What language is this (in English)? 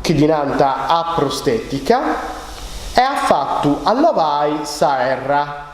Sardinian